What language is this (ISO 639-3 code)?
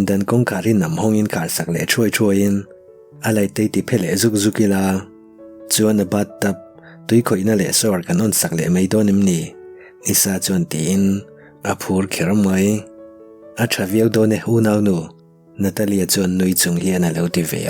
lus